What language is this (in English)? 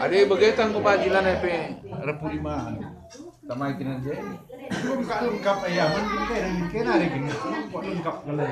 Batak Karo